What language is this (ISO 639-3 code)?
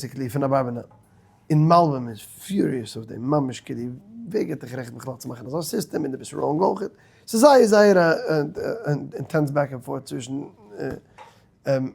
yid